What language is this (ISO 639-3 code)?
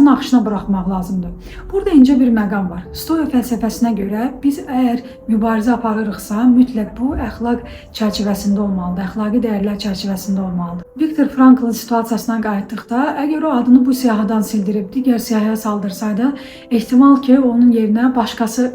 aze